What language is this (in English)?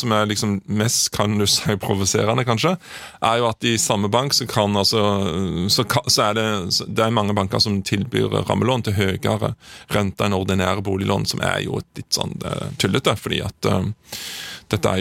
Norwegian